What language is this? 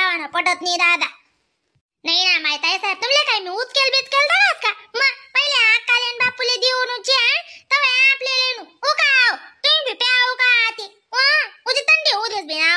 Khandesi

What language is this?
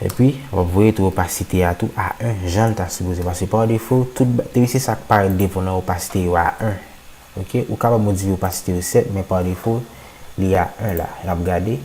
Haitian Creole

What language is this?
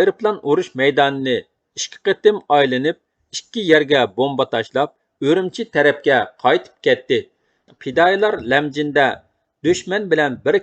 Uyghur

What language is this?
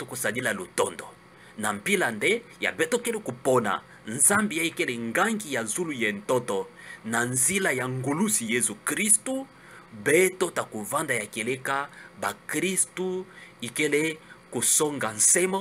Kituba (Democratic Republic of Congo)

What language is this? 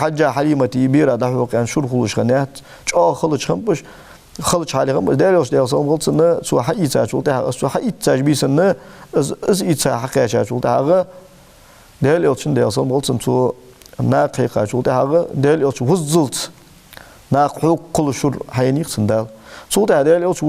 Ingush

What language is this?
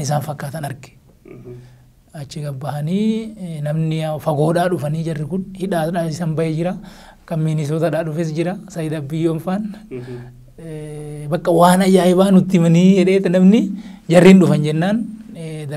Oromo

